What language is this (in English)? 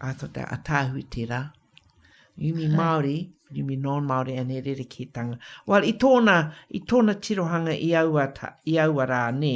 Māori